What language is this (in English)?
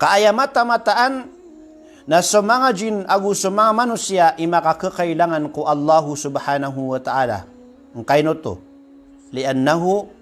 Maranao